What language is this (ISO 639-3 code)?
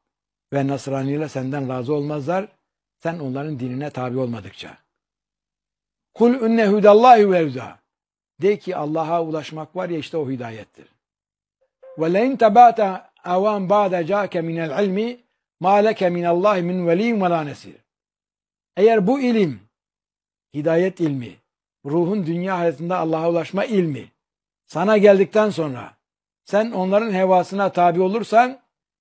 tur